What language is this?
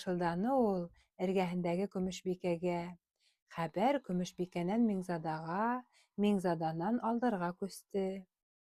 Bashkir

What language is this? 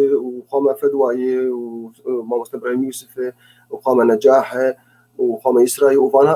Kurdish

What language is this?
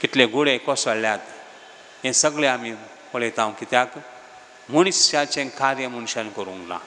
Konkani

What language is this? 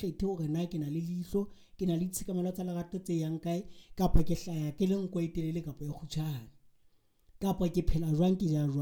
Southern Sotho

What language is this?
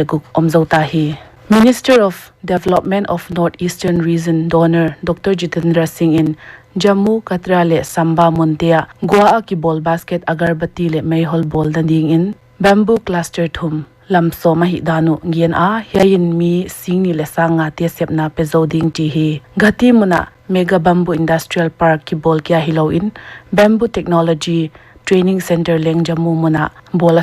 Paite Chin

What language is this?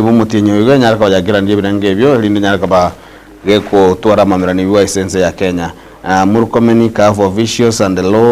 Gusii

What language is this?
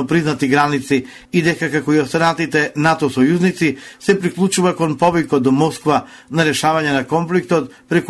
Macedonian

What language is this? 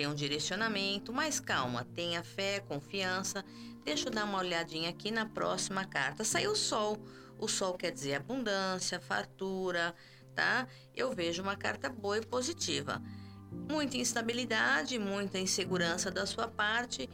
Portuguese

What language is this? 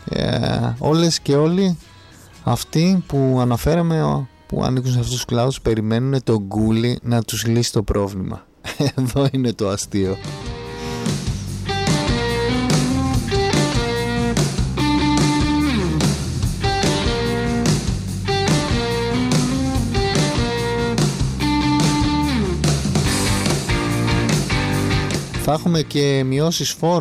Greek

